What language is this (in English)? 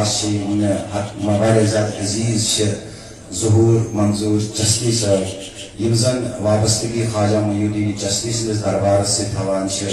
Kashmiri